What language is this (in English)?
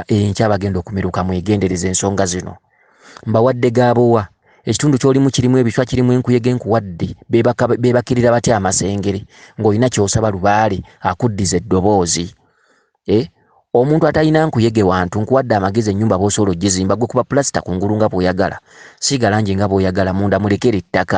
Ganda